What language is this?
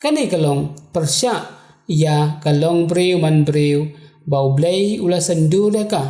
Khasi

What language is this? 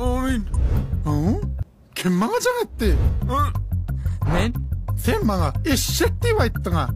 Turkmen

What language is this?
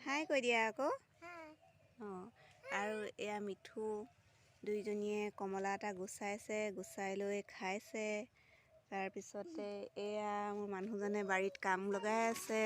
Assamese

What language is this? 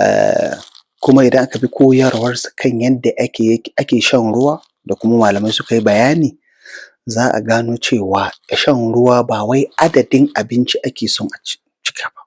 Hausa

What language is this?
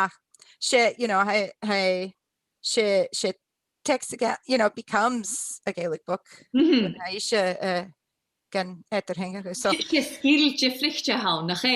Scottish Gaelic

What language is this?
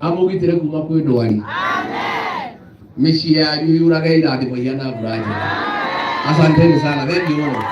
Kikuyu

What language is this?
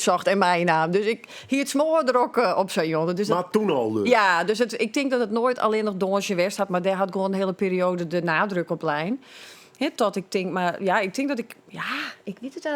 Western Frisian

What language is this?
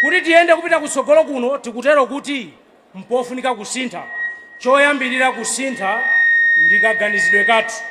Nyanja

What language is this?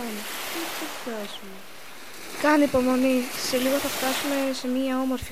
Greek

